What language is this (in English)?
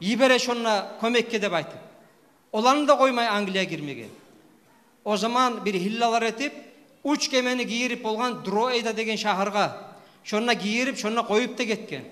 Kumyk